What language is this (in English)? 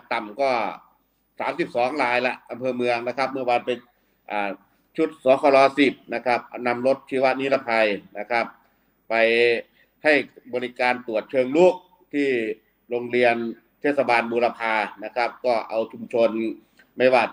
Thai